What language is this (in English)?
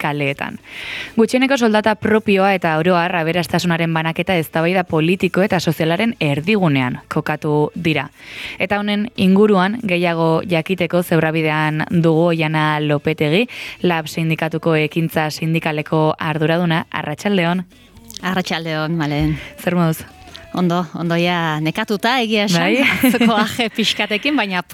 Basque